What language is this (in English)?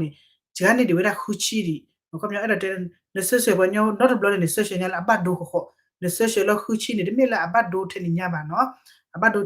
S'gaw Karen